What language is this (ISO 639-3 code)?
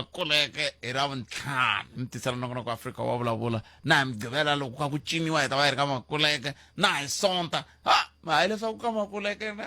tso